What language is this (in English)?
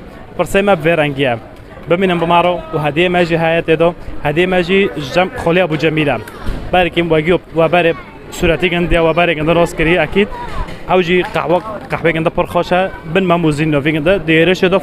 Kurdish